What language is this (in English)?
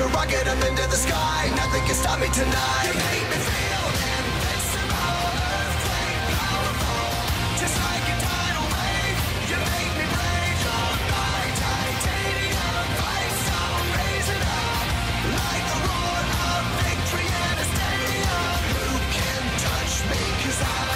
English